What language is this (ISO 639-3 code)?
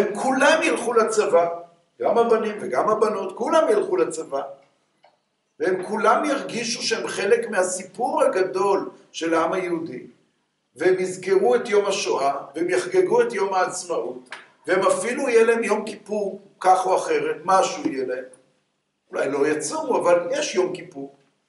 heb